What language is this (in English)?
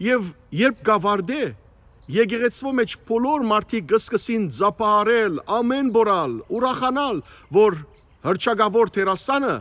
Western Armenian